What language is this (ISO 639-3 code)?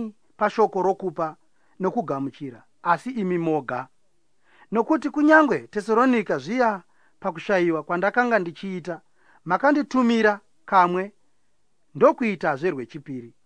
sna